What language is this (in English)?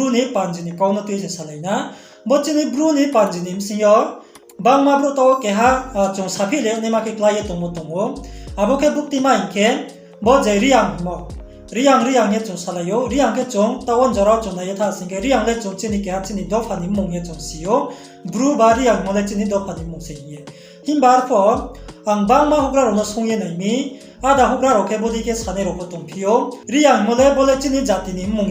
Riang (India)